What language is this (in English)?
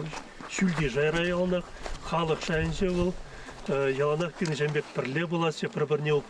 Chuvash